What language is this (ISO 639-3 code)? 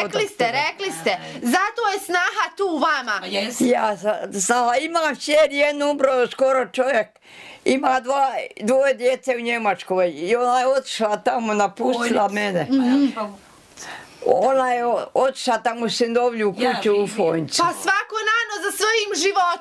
bos